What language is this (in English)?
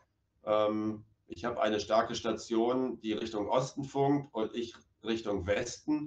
German